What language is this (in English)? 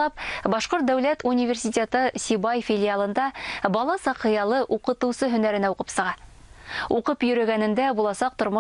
Bashkir